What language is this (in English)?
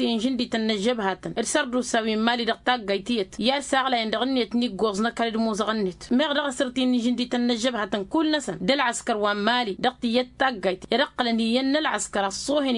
Tamasheq